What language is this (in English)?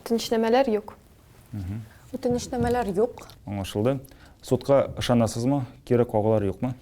Tatar